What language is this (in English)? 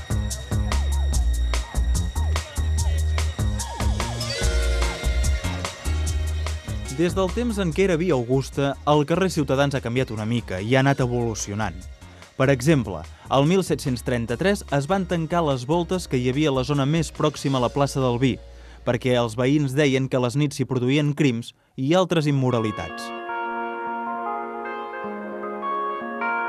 Catalan